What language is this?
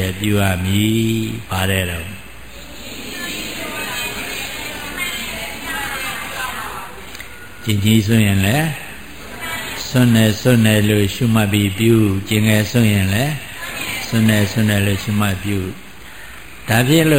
Burmese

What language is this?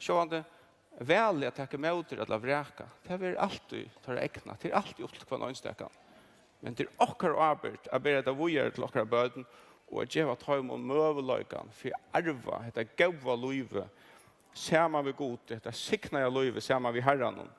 Faroese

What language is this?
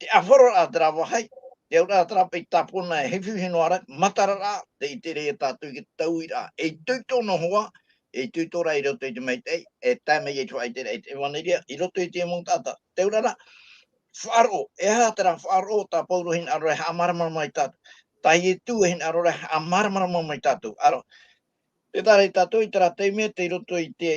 Tahitian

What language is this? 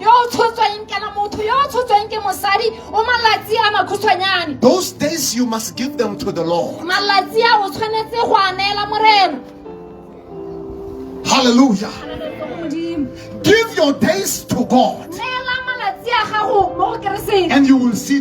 Tswana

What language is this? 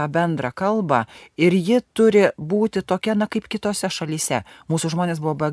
Lithuanian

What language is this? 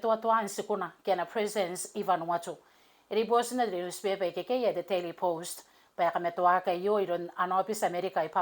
Gilbertese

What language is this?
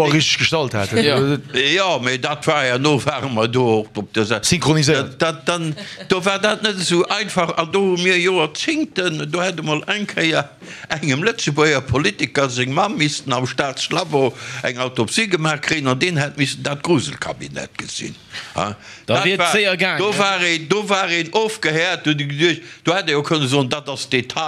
Luxembourgish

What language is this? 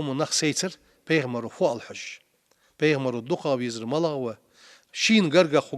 Ingush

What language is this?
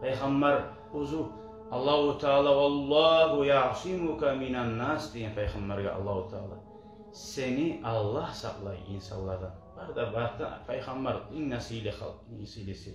Kumyk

